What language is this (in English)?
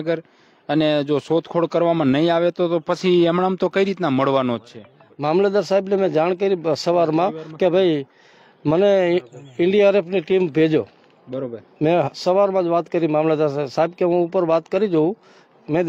Gujarati